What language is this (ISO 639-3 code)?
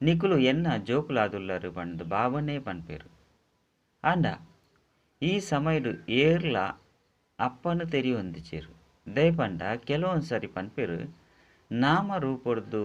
tcy